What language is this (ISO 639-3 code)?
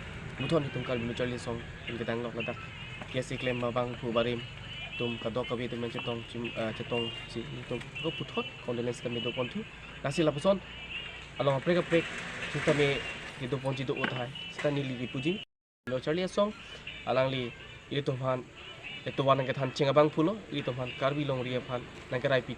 mjw